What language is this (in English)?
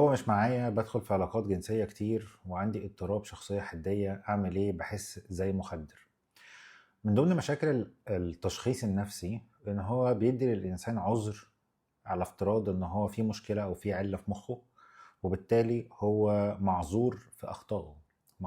Egyptian Arabic